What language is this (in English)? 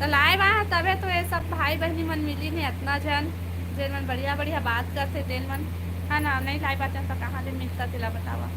Chhattisgarhi